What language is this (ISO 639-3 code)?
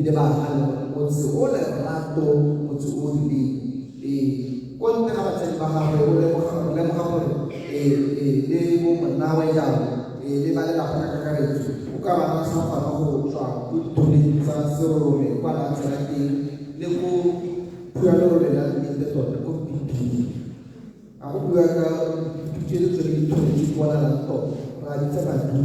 tsn